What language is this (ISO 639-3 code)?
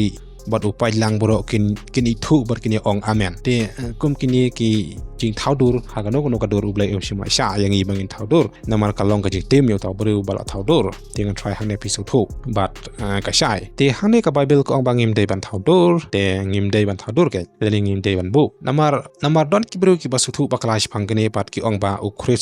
kha